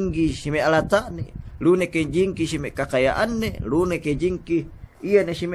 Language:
Yakan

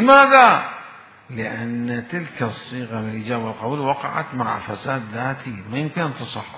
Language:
Mesopotamian Arabic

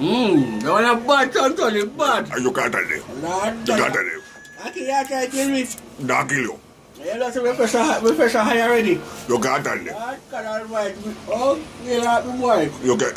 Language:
Jamaican Creole English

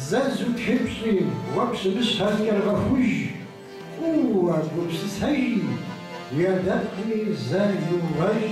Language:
Kabardian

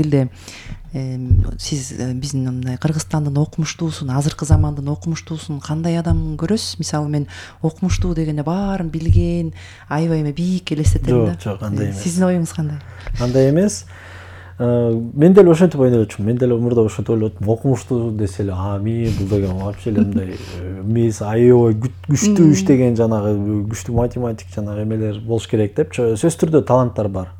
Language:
Kyrgyz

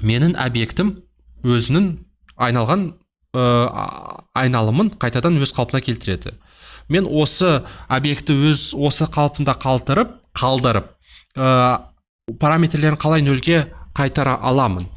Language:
Kazakh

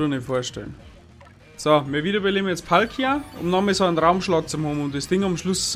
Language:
Bavarian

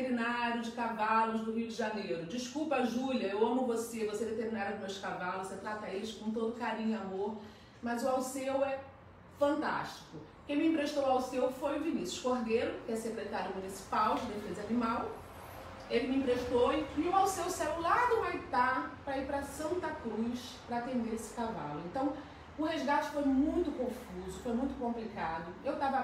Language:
Portuguese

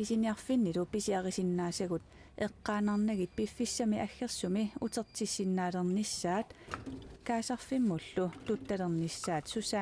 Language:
Kalaallisut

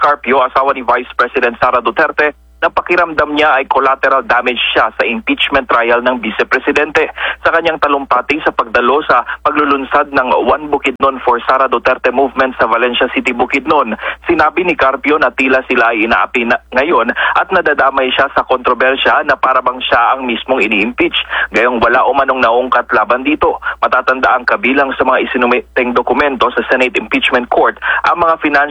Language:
Filipino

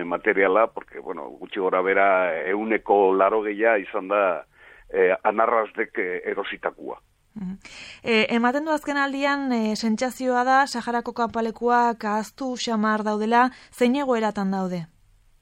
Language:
Basque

